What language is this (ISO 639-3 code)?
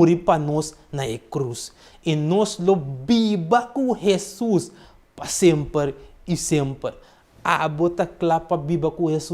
pap